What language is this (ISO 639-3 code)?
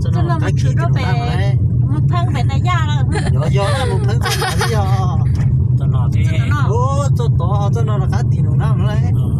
hmn